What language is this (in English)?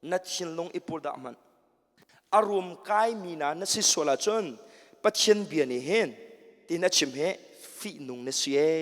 Hakha Chin